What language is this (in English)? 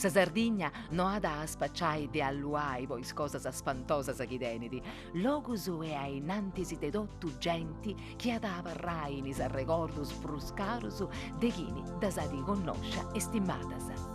Sardinian